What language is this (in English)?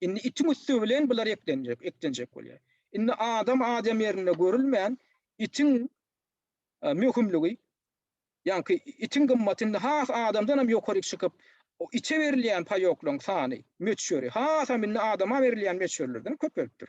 Turkmen